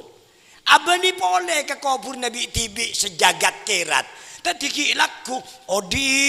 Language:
Madurese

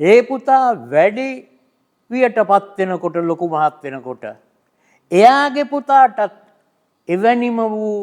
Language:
Sinhala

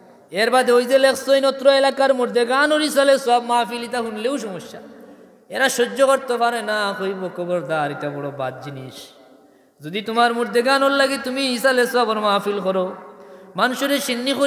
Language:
Sylheti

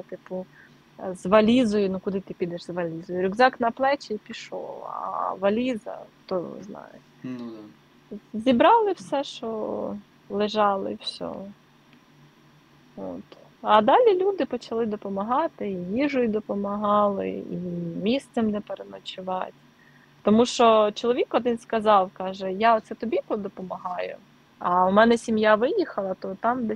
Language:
Ukrainian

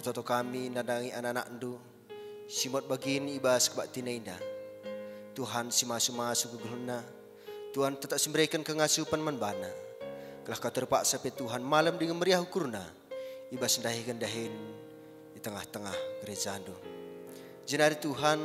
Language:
Batak Karo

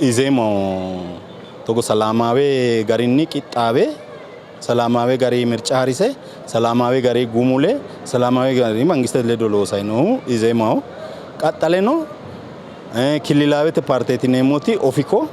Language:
Sidamo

